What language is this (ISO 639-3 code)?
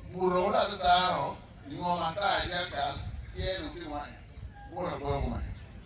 ach